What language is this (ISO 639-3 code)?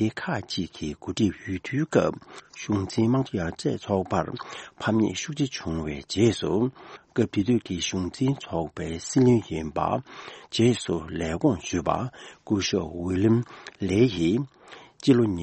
bod